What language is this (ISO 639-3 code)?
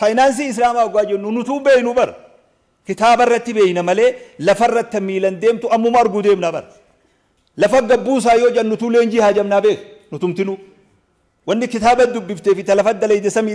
orm